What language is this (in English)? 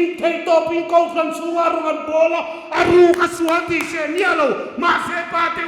Hmar